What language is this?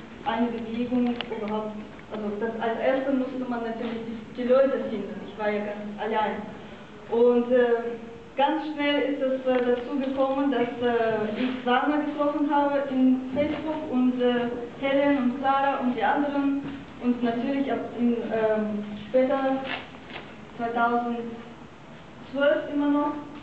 German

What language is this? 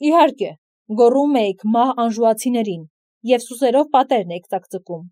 Armenian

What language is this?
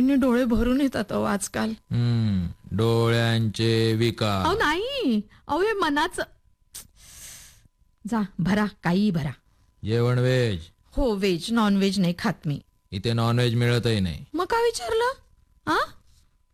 Marathi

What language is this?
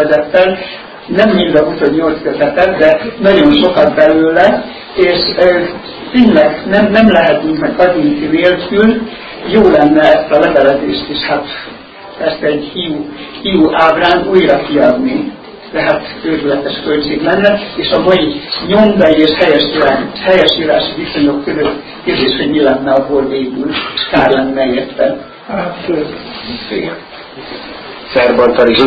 Hungarian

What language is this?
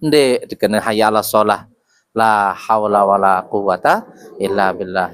Sasak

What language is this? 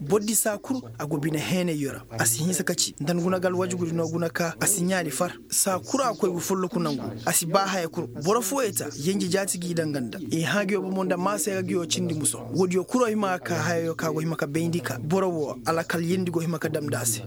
Koyraboro Senni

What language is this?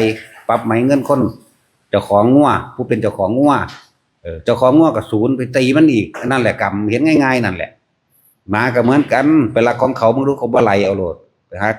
Northeastern Thai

